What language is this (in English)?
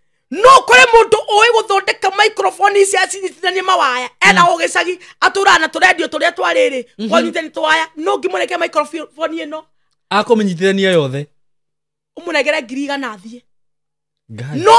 Kikuyu